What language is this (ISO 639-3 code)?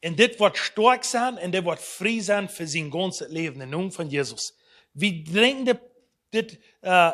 pdt